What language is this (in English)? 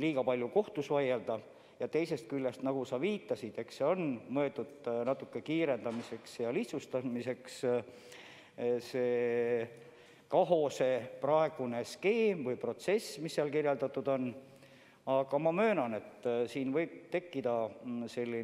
Estonian